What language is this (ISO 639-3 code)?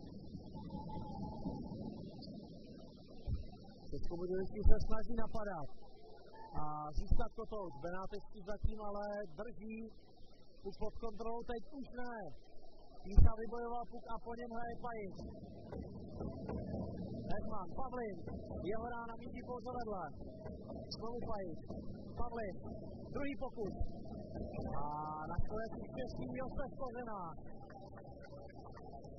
ces